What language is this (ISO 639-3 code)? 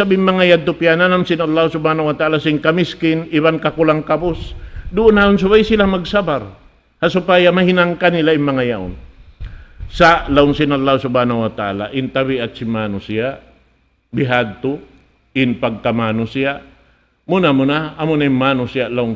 tsg